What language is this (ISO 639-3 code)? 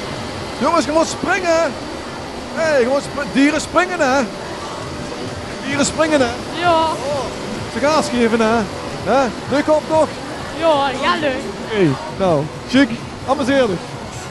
nld